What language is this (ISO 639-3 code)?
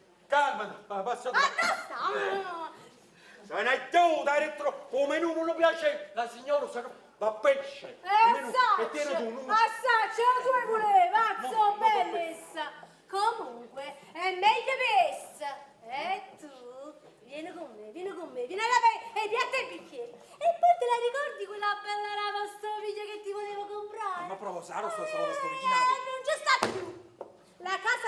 nap